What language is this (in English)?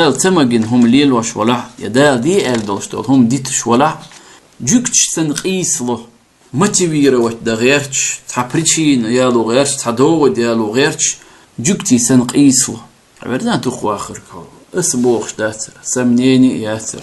Chechen